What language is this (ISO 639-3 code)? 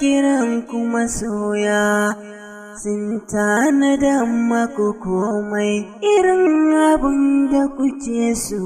hau